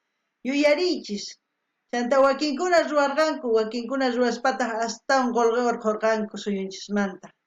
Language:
South Bolivian Quechua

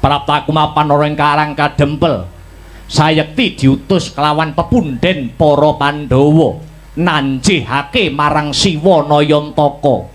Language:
Javanese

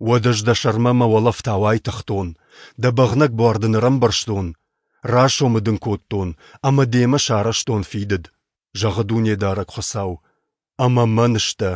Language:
Ossetic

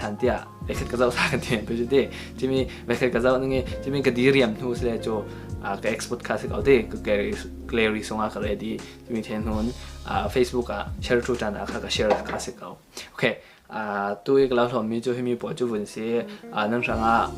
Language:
Falam Chin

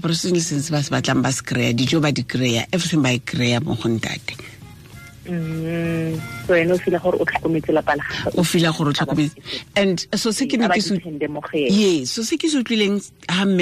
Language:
Tswana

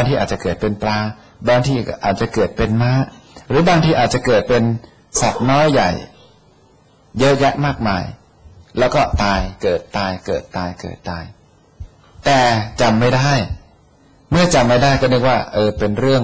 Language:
Thai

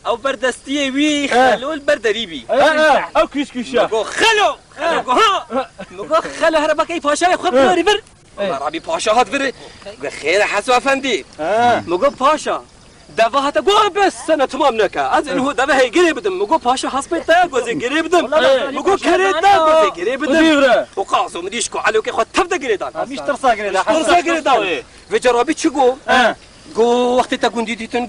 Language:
Kurdish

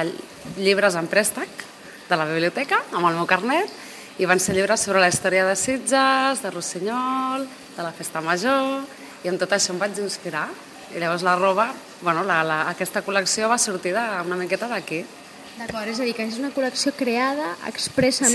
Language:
Catalan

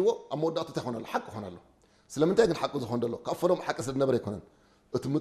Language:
Tigrinya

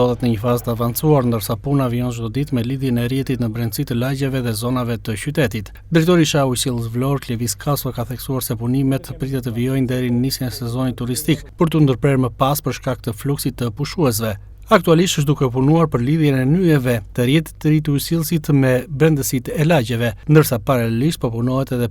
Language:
Albanian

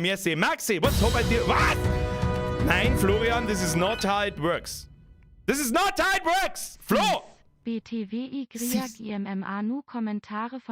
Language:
Bavarian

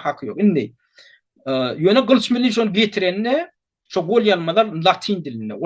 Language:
Turkmen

